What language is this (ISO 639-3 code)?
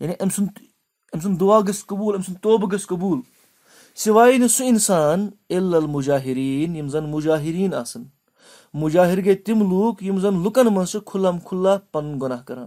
kas